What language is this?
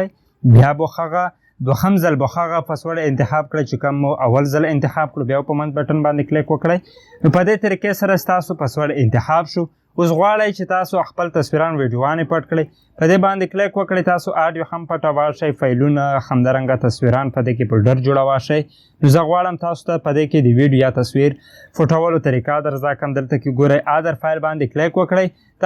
Pashto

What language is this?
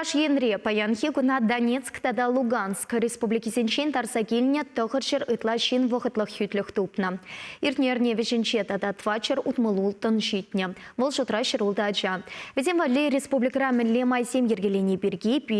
Chuvash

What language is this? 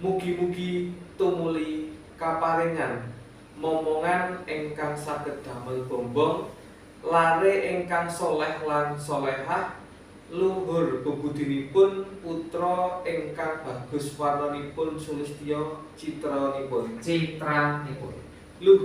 Javanese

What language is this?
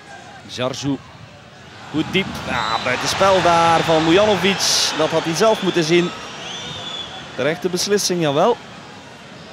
Dutch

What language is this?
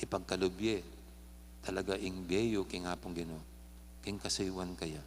Pampanga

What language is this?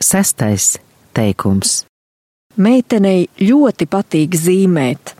Latvian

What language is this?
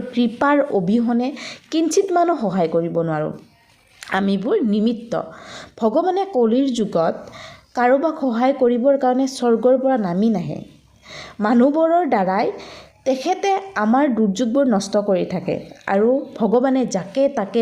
Assamese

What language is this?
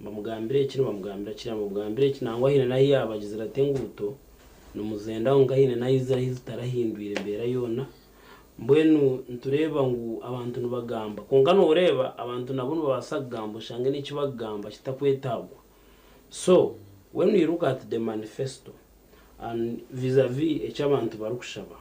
Nyankole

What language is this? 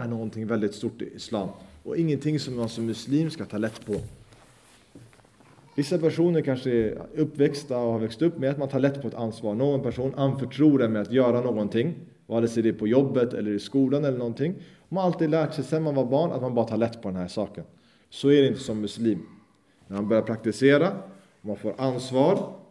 Swedish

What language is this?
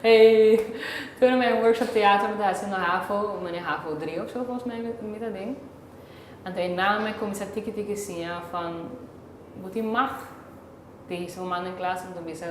Papiamento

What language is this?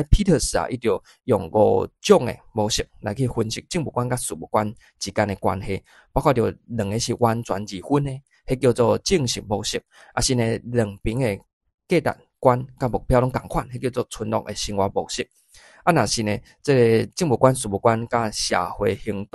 Min Nan Chinese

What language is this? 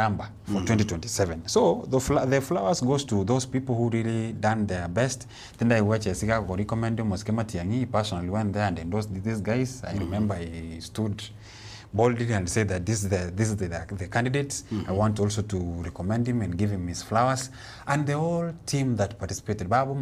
Gusii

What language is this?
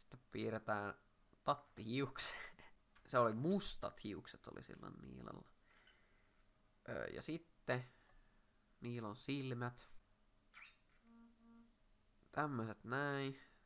Finnish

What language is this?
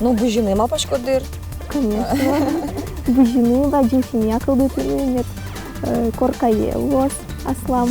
Udmurt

